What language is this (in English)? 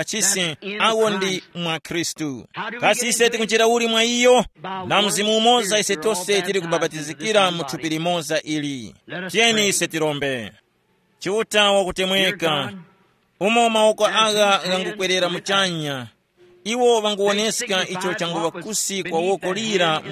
Tumbuka